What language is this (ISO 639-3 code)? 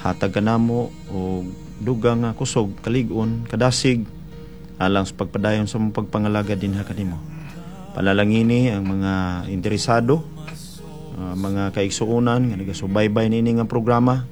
ceb